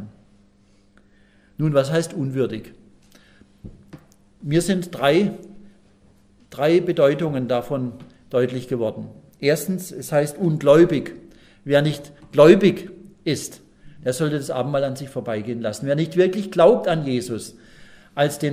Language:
German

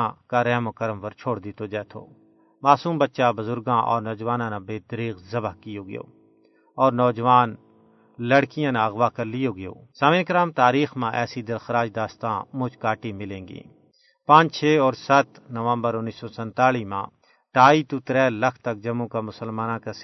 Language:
Gujari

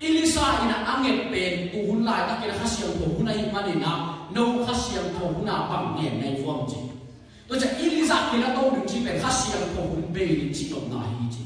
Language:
Tedim Chin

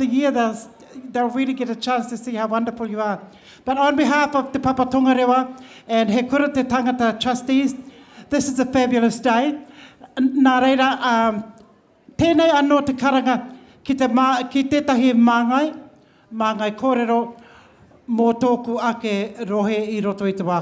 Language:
Māori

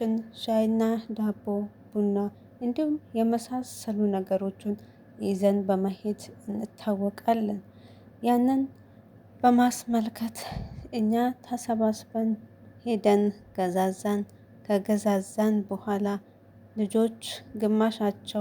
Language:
Amharic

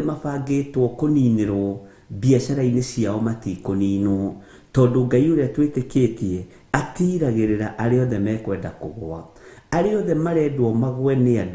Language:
Kikuyu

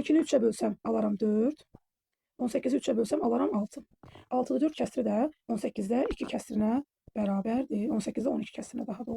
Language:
Azerbaijani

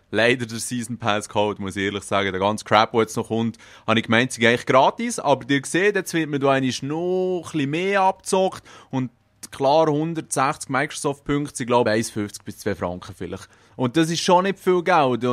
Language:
Swiss German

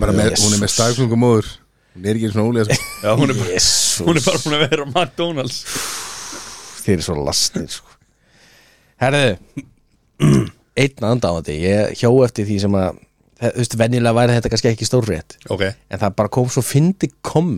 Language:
Icelandic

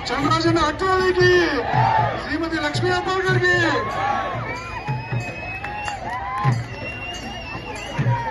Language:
Kannada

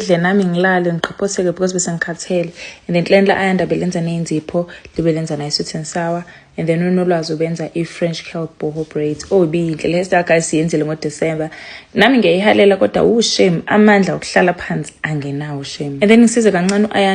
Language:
Zulu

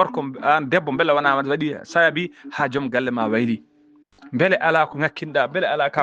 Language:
Fula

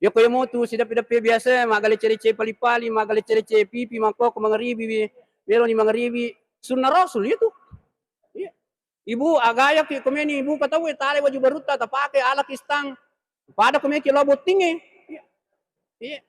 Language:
Buginese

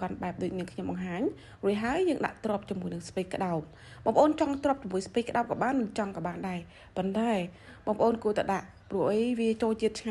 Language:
Khmer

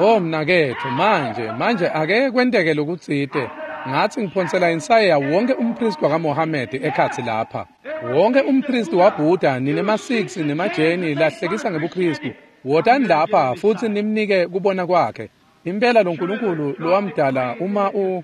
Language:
Swati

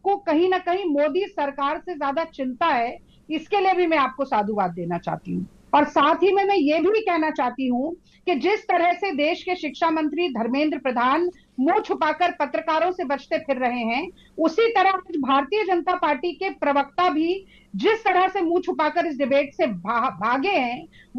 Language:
Hindi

